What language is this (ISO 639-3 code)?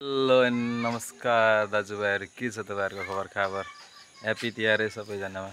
nep